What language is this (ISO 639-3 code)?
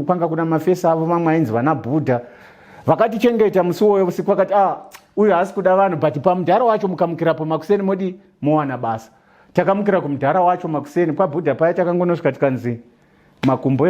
sna